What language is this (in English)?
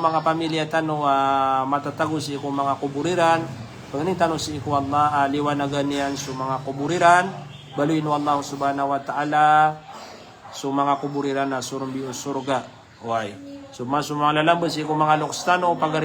Maranao